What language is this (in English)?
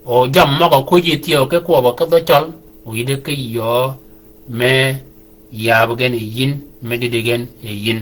Shilluk